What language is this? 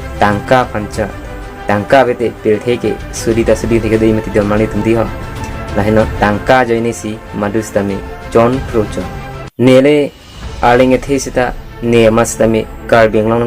Karbi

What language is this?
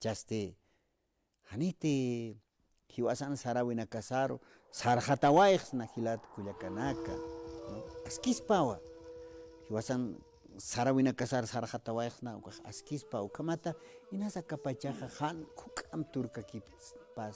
Aymara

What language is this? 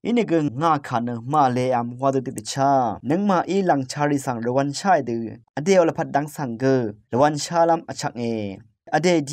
Rawang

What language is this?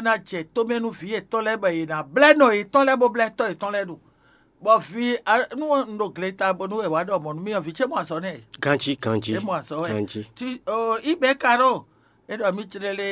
Fon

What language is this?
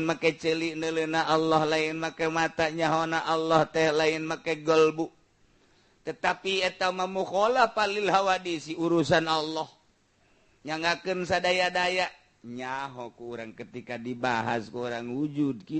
Sundanese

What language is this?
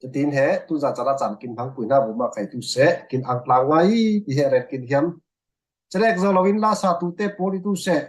Falam Chin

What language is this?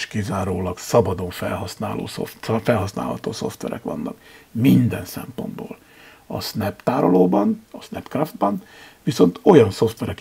Hungarian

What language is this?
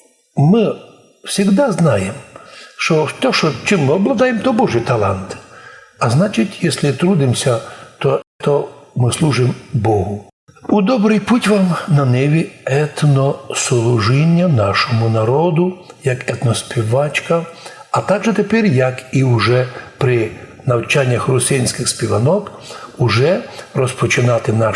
Rusyn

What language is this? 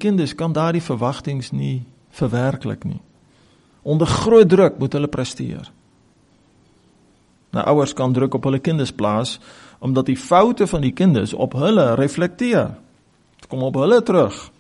Afrikaans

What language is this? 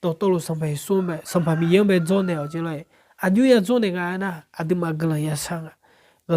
Akha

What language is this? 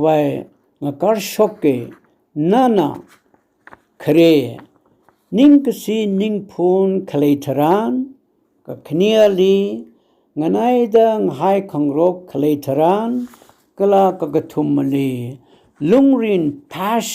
Tangkhul Naga (India)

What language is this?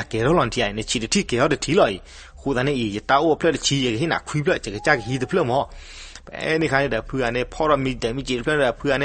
S'gaw Karen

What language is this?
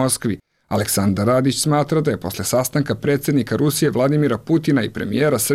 Croatian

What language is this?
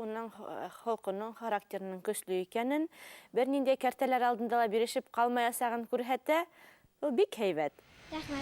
Bashkir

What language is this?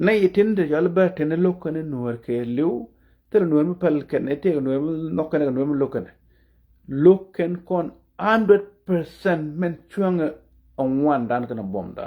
Nuer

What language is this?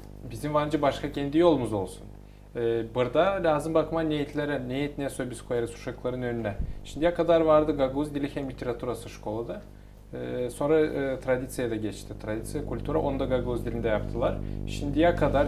Gagauz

